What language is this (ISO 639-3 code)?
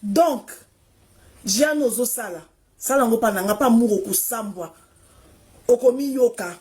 lin